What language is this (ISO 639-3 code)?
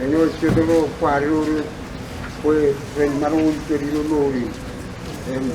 mah